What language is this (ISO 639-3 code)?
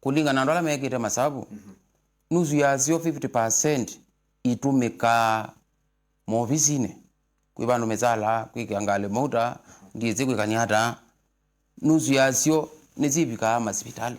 kam